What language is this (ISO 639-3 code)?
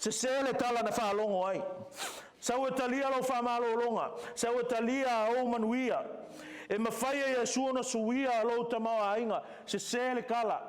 smo